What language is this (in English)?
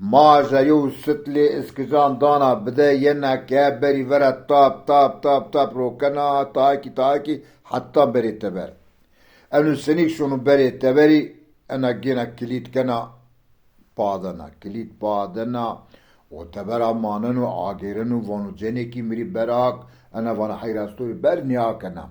Zaza